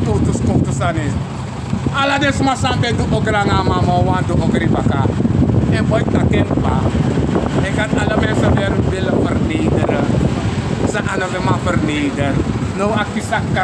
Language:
Sranan Tongo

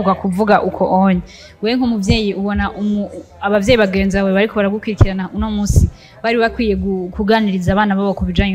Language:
Rundi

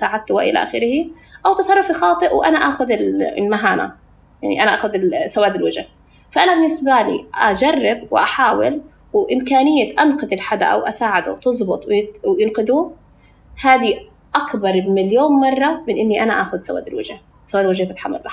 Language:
North Levantine Arabic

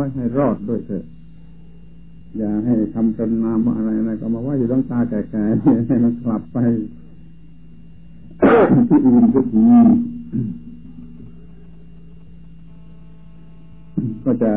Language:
Thai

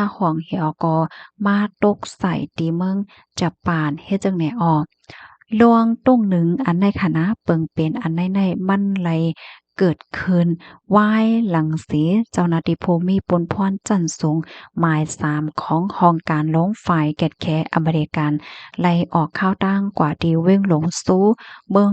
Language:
Shan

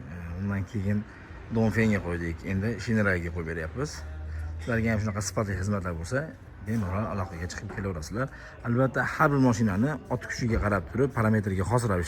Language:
Uzbek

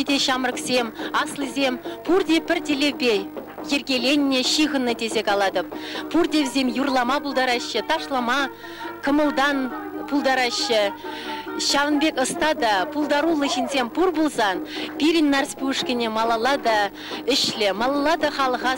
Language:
Chuvash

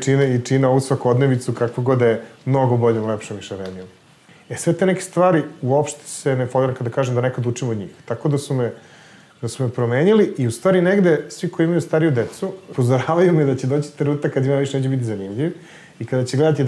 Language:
Serbian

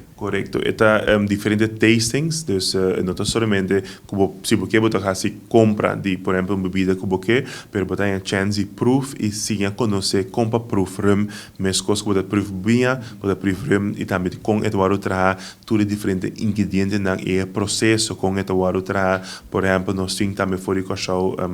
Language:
Papiamento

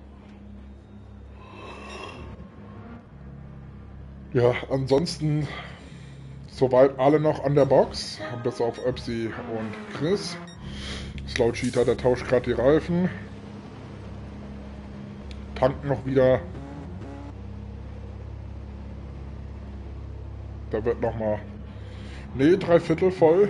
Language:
German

